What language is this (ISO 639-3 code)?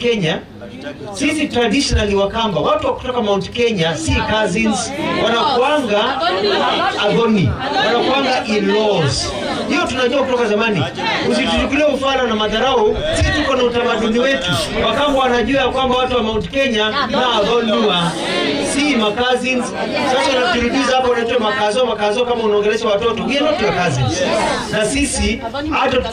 swa